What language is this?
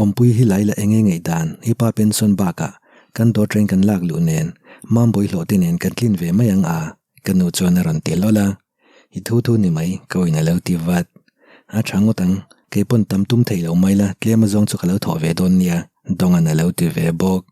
Mizo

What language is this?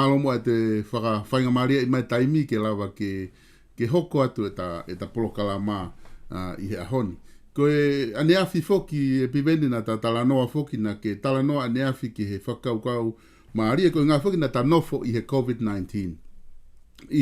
Tongan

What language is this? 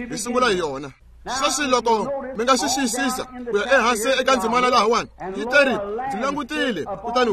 Tsonga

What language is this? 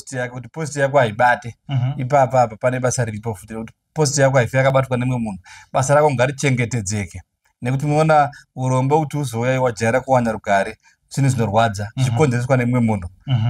Shona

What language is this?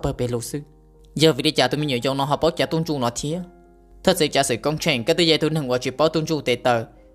Hmong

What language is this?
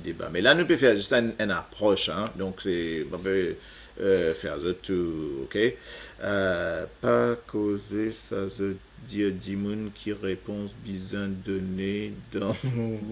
Morisyen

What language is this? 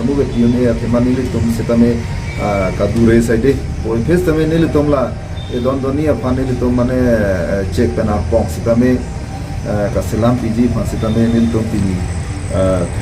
Karbi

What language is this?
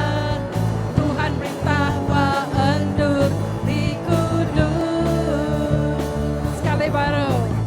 Iban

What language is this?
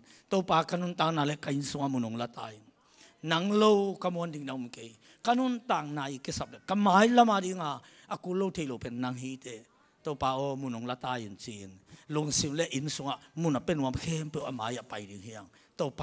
Tedim Chin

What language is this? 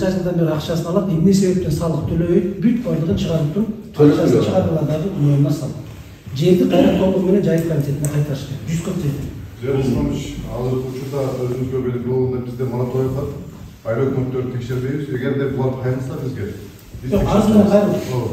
Kyrgyz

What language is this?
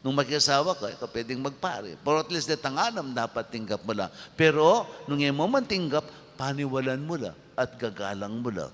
Pampanga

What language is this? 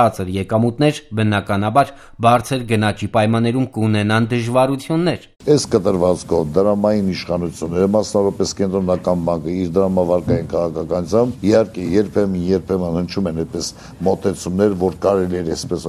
Armenian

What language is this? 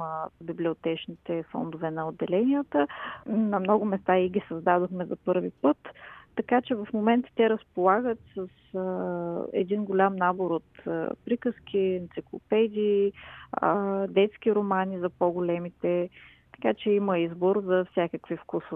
Bulgarian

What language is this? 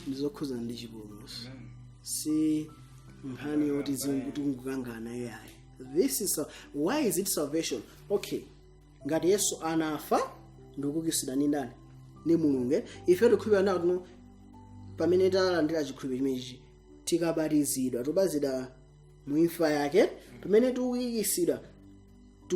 Nyanja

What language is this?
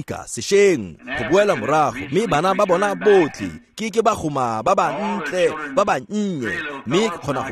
Tswana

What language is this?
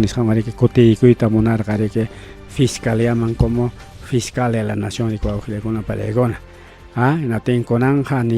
Ayacucho Quechua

